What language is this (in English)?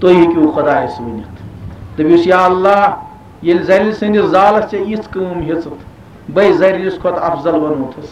Kashmiri